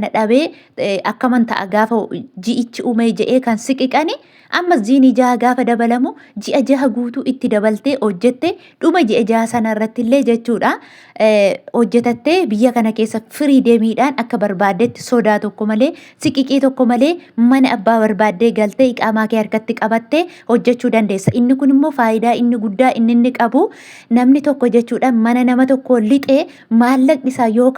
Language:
Oromo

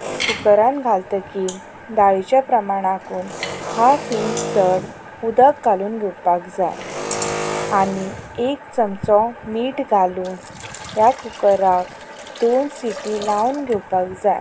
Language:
Konkani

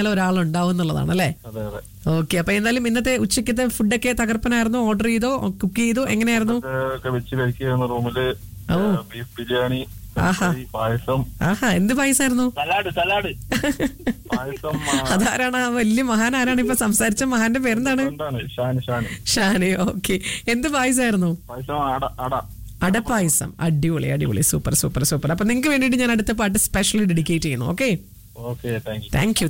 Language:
Malayalam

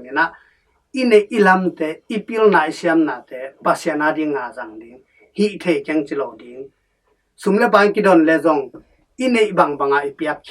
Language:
Tedim Chin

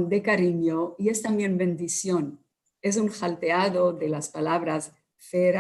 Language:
Ladino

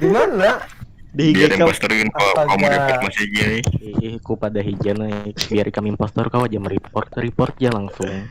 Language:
Banjar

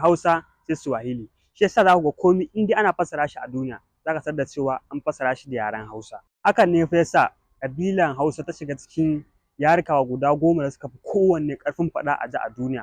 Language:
Hausa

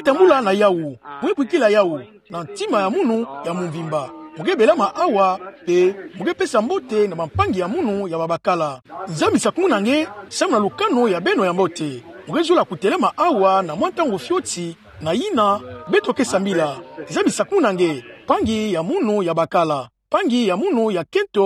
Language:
Kituba (Democratic Republic of Congo)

